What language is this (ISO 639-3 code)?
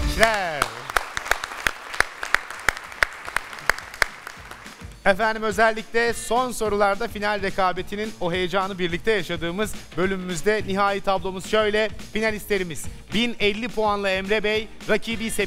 tur